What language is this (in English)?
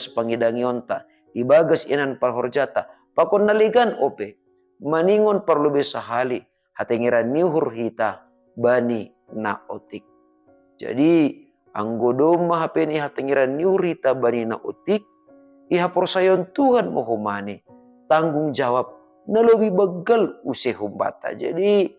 Batak Simalungun